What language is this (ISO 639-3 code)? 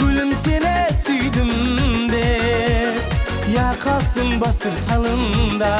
kaa